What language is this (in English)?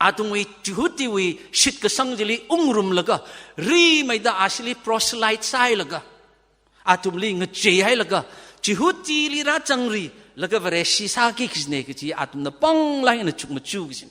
Tangkhul Naga (India)